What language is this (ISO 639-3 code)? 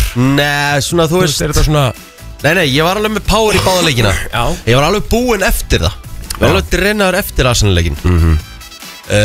isl